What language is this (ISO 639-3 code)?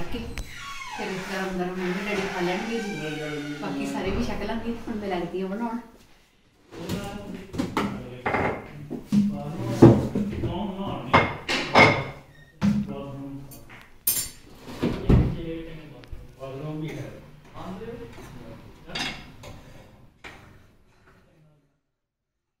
pan